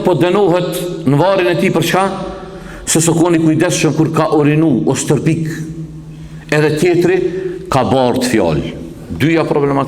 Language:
Albanian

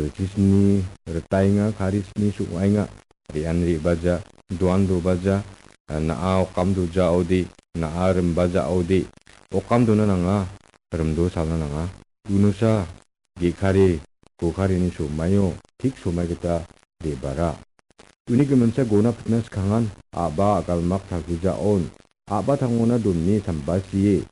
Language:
Garo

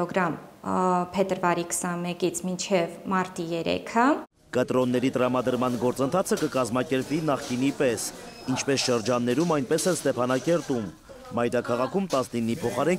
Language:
Armenian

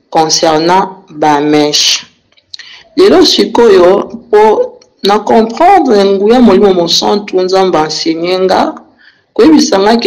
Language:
Lingala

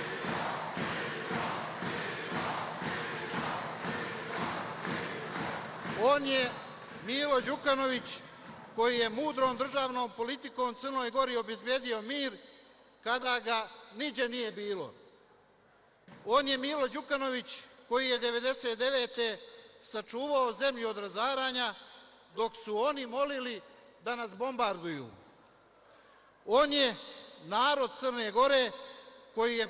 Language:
Serbian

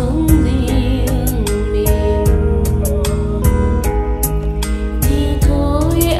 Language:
Vietnamese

